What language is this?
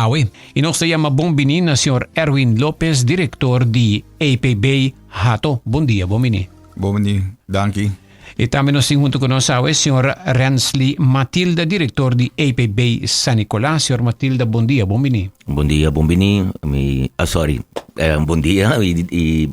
Papiamento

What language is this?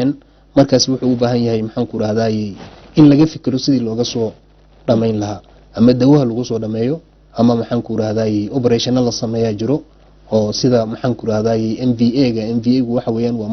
Somali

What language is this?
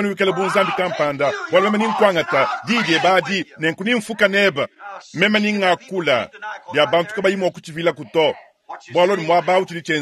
Luba-Lulua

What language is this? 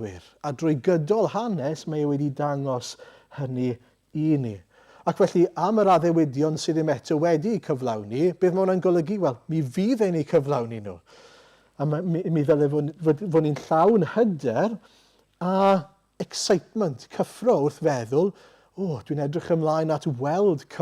Welsh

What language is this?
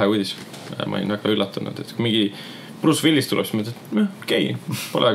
Estonian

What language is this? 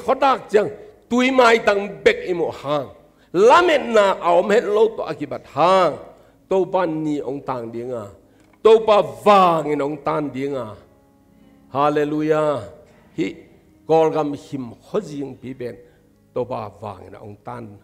Tedim Chin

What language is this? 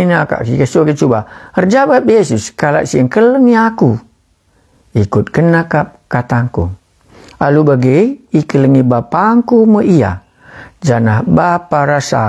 Batak Karo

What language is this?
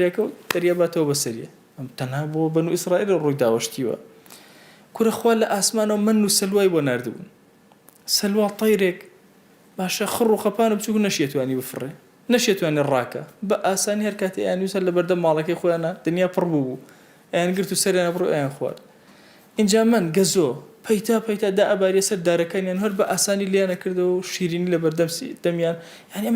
Central Kurdish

